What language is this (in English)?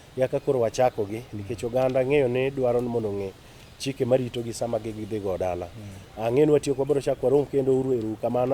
Luo (Kenya and Tanzania)